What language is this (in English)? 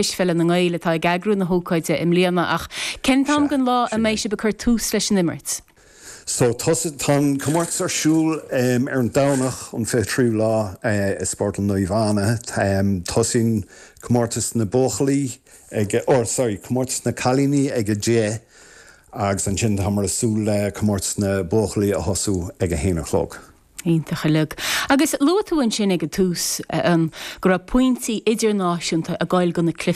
Irish